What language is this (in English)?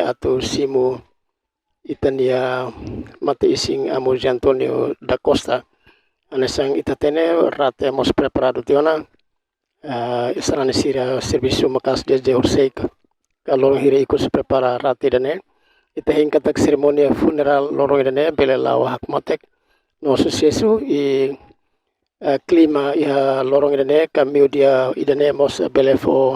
Tetum